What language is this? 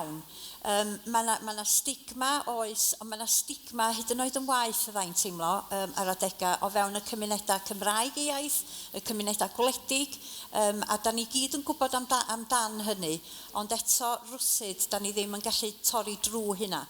Welsh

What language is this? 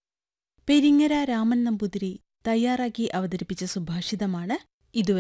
Malayalam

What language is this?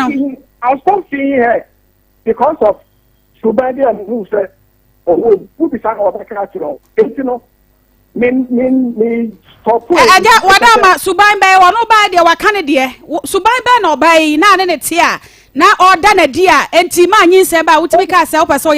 Akan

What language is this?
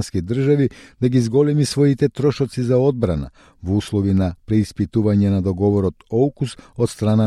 Macedonian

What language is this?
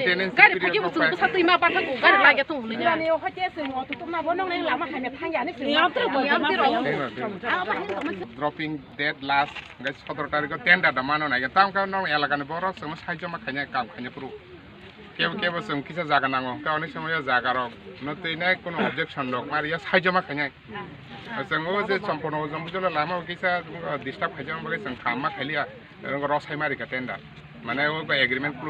Kok Borok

